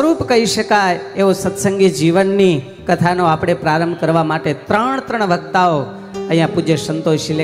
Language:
Gujarati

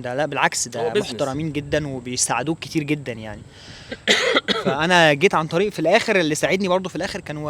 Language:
Egyptian Arabic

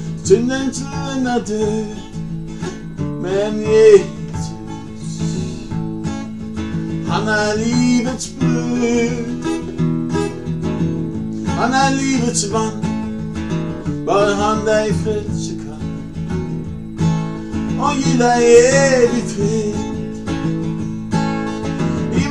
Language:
Norwegian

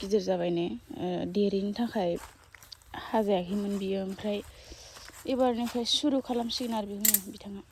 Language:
Bodo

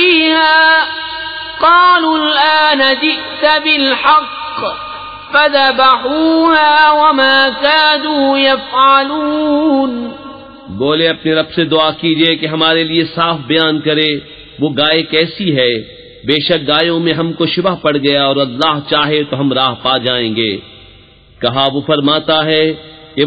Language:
Urdu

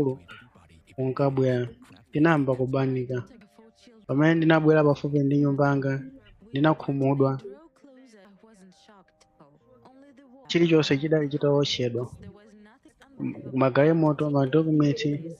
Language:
Nyanja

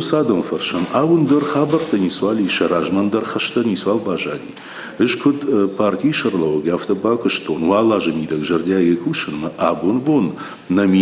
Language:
Ossetic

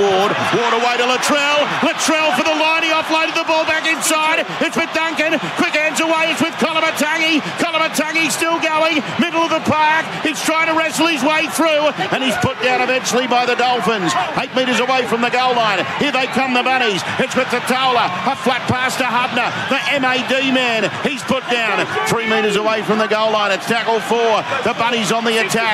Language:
English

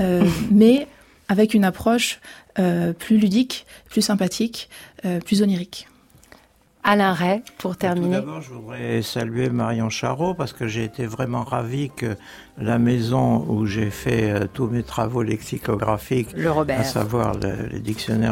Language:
French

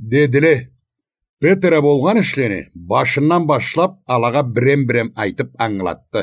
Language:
Karachay-Balkar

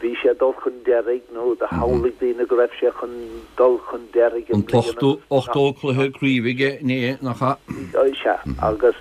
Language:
Irish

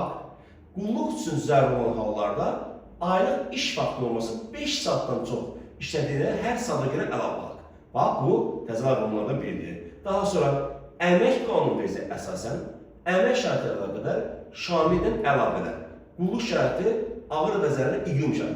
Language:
Azerbaijani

